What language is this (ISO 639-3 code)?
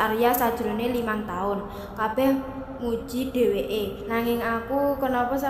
jav